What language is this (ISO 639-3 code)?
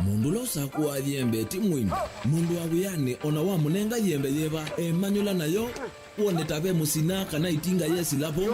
kam